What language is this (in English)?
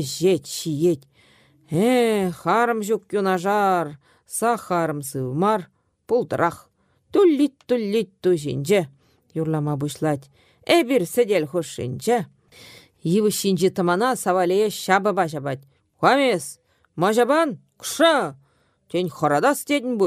Chuvash